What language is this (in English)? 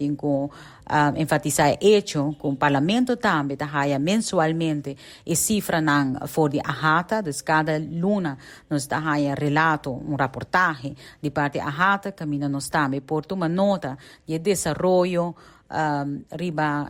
Papiamento